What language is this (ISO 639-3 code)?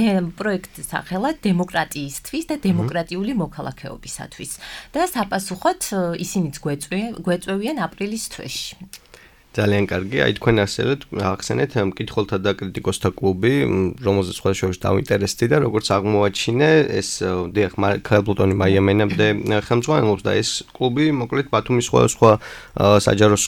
kat